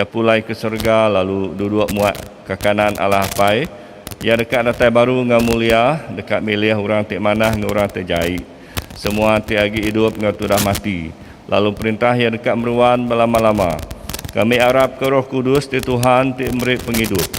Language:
Iban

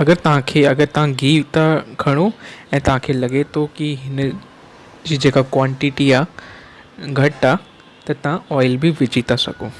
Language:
Sindhi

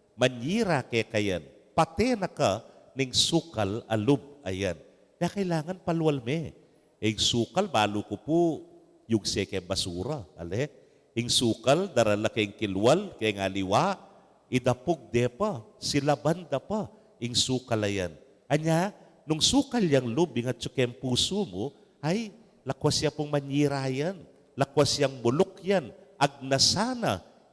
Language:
Pampanga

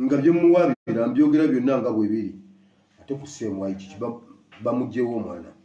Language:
Ganda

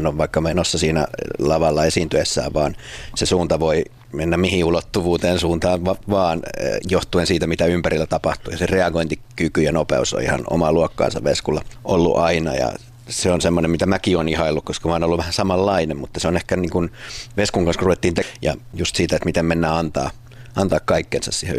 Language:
Finnish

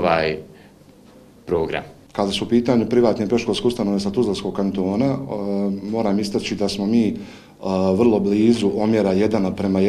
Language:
Bosnian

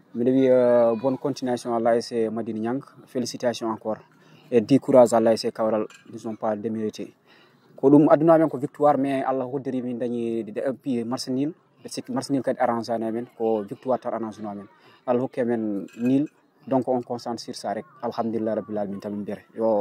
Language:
Fula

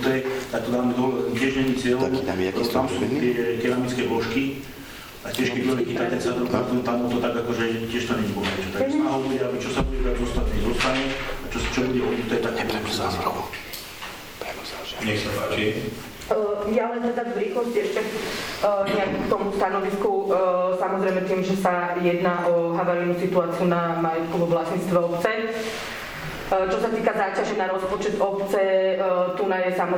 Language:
Slovak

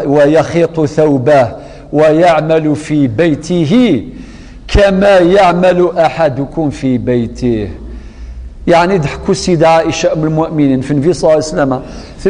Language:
Kabyle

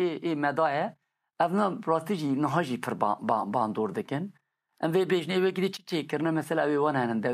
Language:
Kurdish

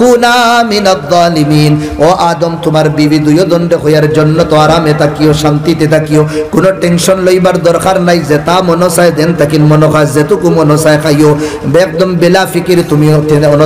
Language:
Sylheti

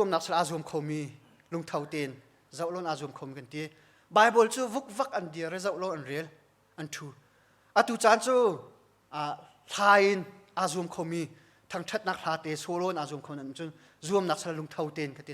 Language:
Hakha Chin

